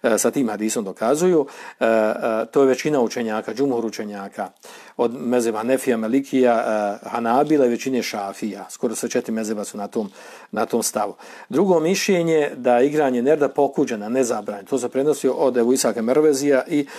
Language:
Bosnian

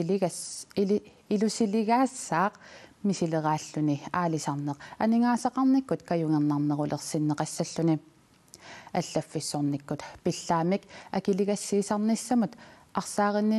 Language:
Kalaallisut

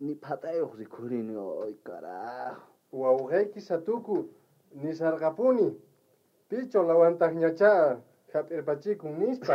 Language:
South Bolivian Quechua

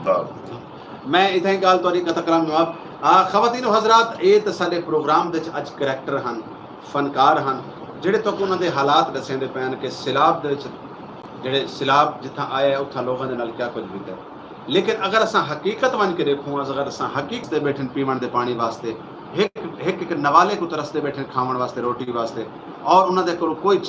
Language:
Saraiki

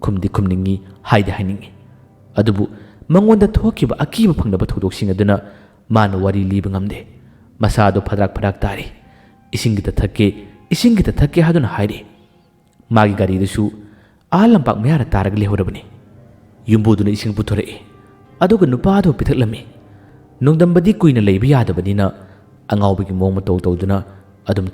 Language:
Manipuri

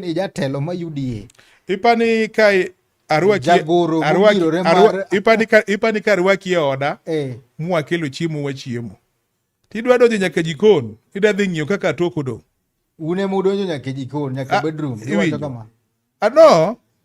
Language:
Luo (Kenya and Tanzania)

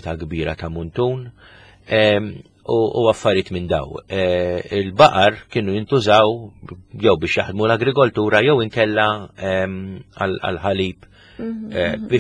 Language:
Maltese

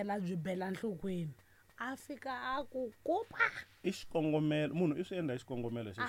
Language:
Tsonga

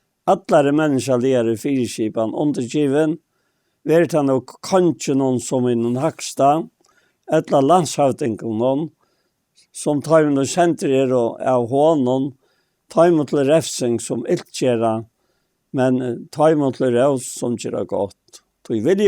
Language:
Faroese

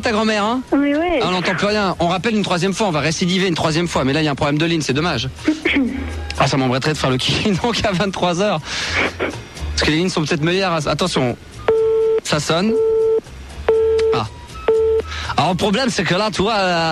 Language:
French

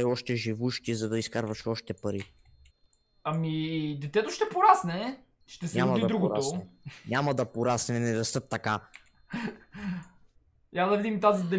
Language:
Bulgarian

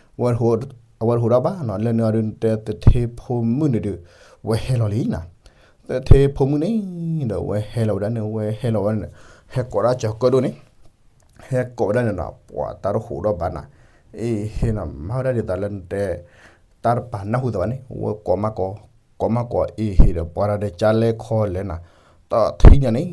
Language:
S'gaw Karen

